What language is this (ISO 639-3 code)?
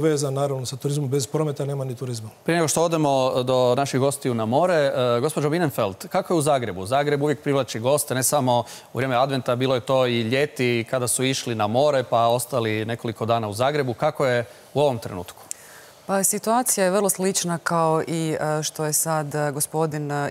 hrv